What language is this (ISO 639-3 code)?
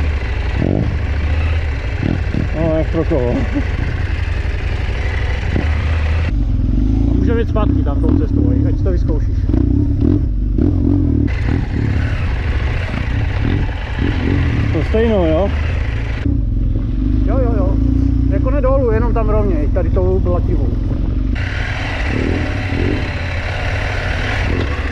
ces